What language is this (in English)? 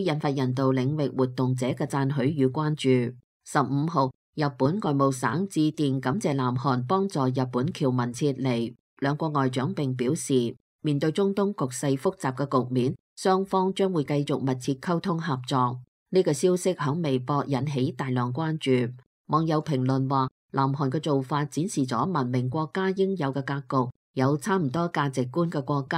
Cantonese